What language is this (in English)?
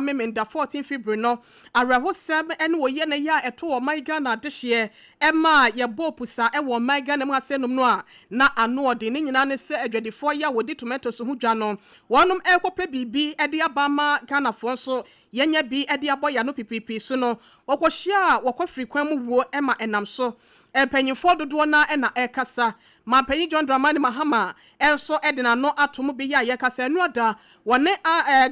Akan